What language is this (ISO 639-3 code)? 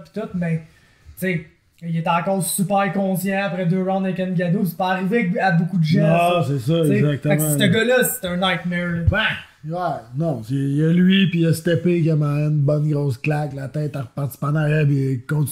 fra